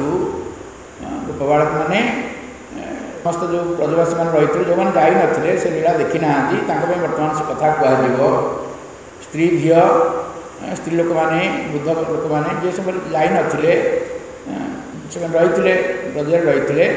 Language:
Odia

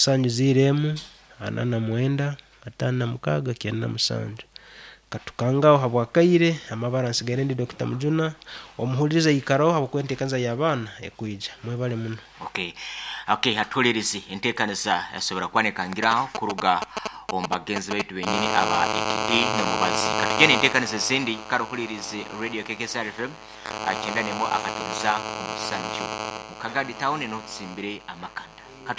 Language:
Nyankole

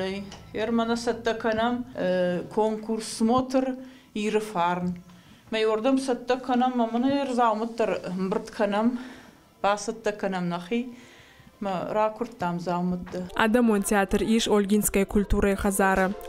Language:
Ossetic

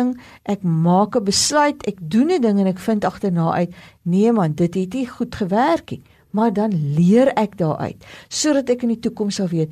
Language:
Afrikaans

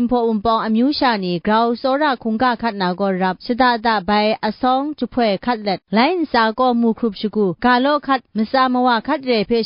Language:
Kachin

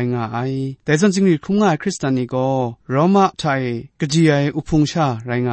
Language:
Kachin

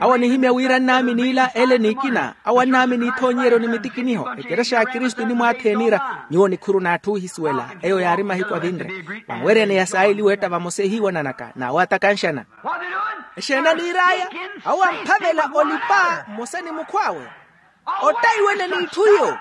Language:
Makhuwa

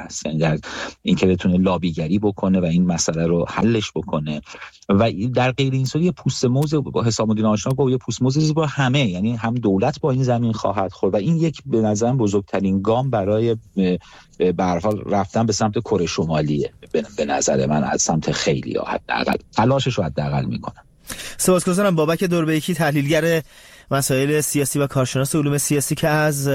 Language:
Persian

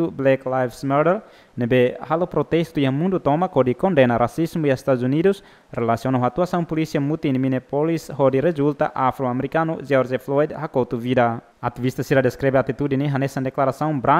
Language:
Tetum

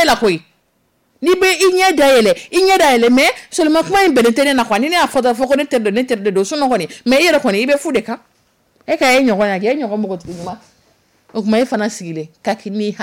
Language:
Dyula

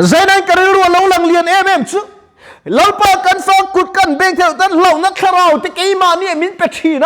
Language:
Mizo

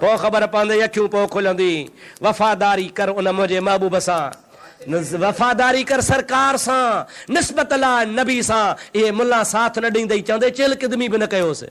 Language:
Sindhi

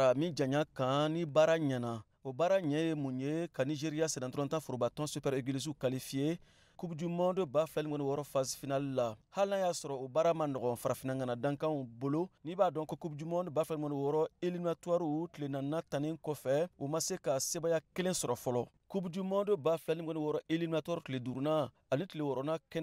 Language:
Bambara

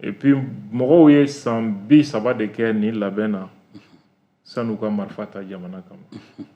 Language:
Bambara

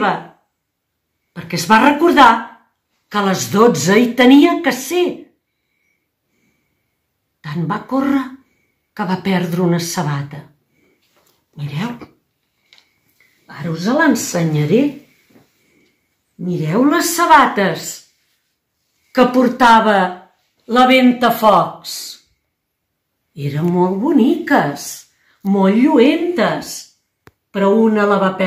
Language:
Catalan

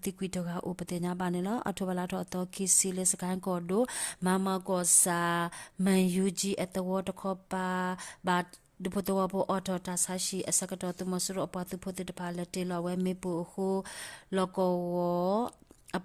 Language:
S'gaw Karen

